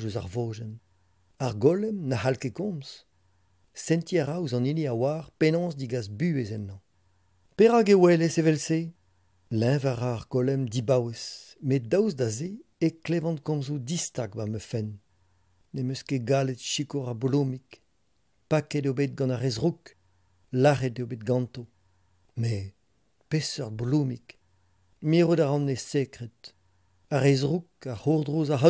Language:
Breton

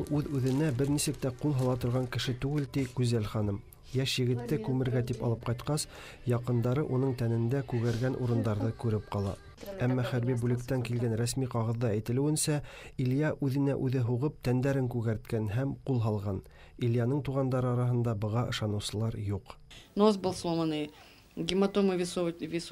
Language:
Bashkir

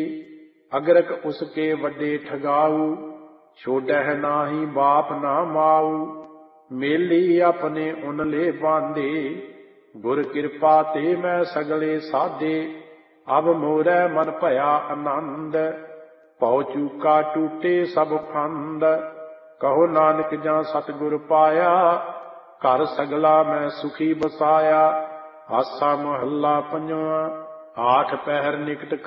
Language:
Punjabi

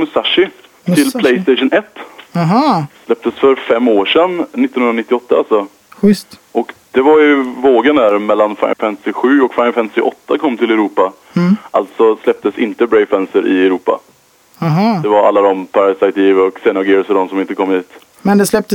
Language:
Swedish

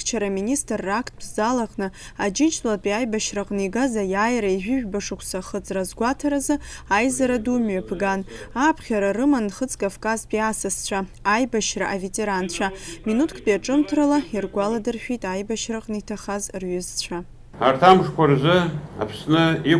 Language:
Abkhazian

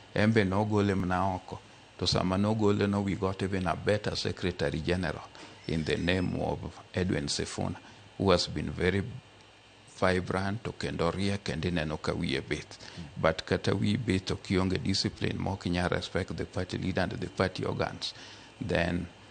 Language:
Luo (Kenya and Tanzania)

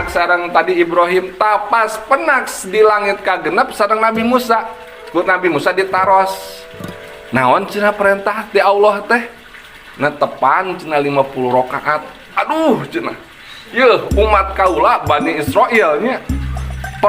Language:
Sundanese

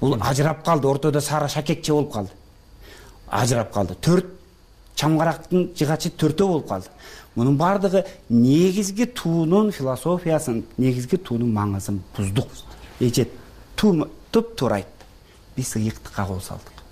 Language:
Kyrgyz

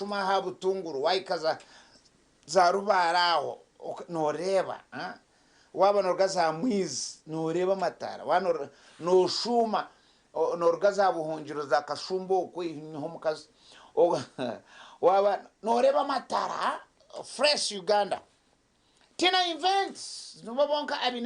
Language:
Nyankole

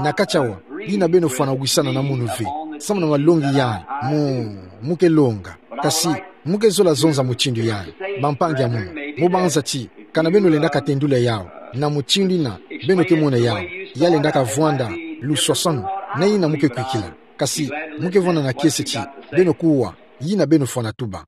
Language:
Kituba (Democratic Republic of Congo)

